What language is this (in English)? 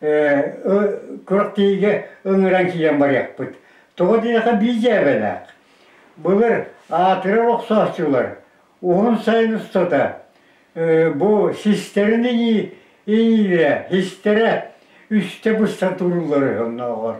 Yakut